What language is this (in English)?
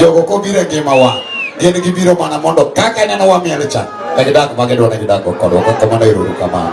Luo (Kenya and Tanzania)